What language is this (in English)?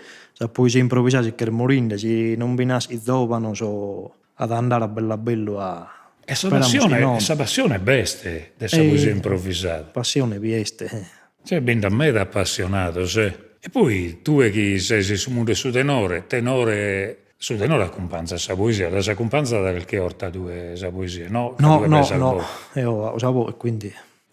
Sardinian